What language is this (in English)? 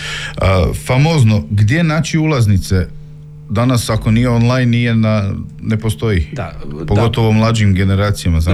Croatian